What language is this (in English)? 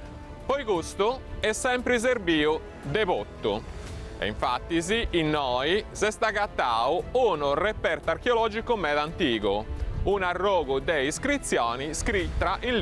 Sardinian